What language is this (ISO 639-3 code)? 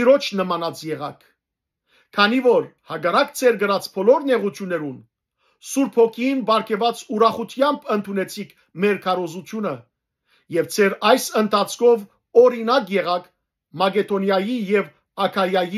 hyw